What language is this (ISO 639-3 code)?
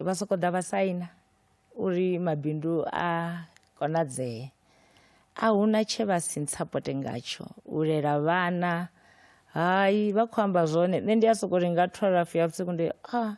ven